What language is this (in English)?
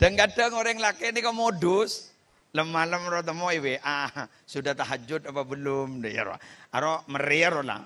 Madurese